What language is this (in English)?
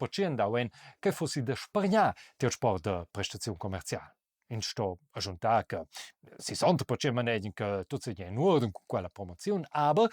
Romansh